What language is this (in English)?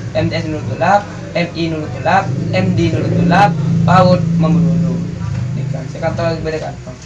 Madurese